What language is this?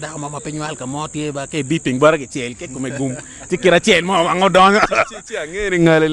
Acoli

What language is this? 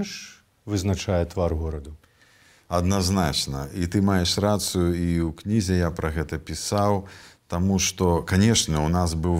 Belarusian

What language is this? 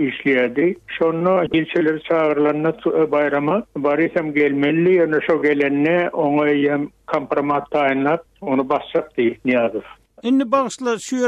Turkmen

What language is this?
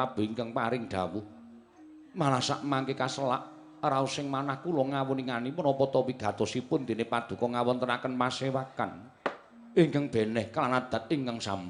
Javanese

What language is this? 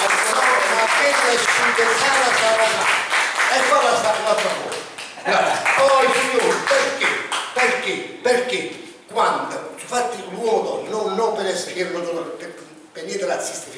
Neapolitan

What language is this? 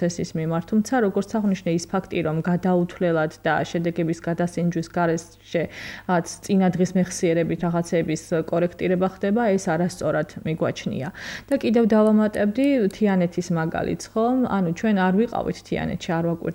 Georgian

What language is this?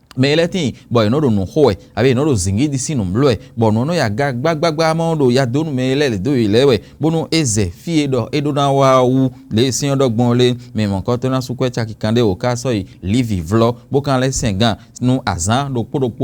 Fon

